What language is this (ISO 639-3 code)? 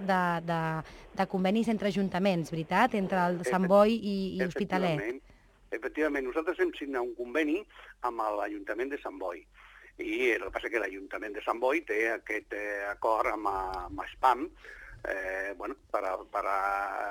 cat